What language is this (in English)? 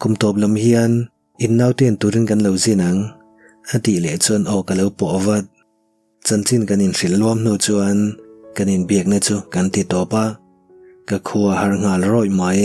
Mizo